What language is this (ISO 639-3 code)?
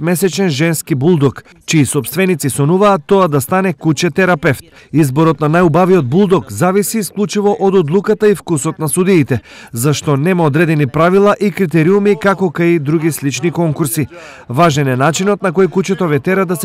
mkd